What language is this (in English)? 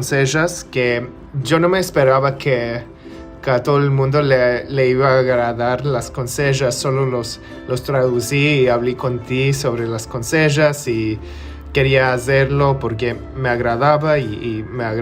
Ladino